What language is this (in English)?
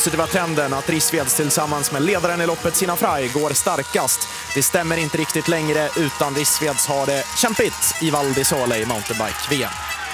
Swedish